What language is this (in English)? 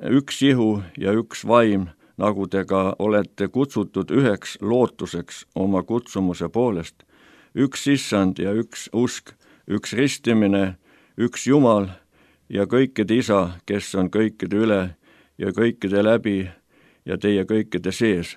Estonian